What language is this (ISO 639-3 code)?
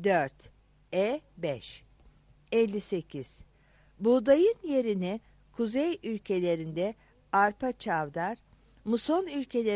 tur